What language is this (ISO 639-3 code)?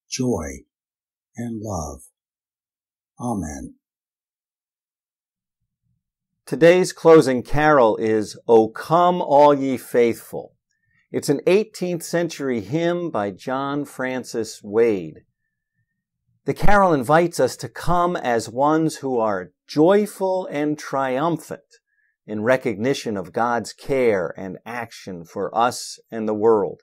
eng